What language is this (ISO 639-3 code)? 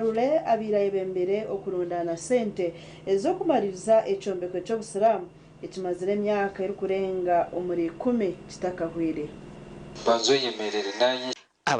nyn